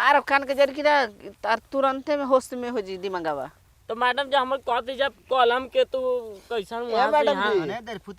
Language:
Bhojpuri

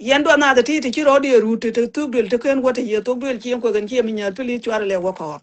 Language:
Nuer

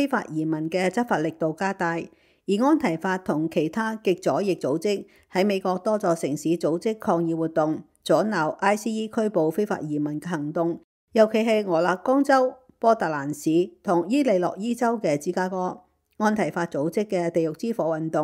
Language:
Cantonese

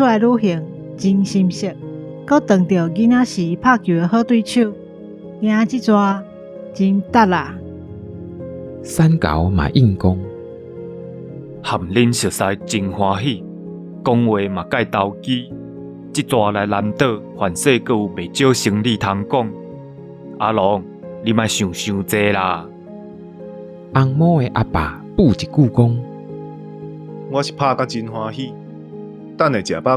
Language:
Min Nan Chinese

